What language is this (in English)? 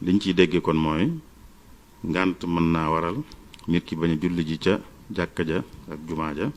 Wolof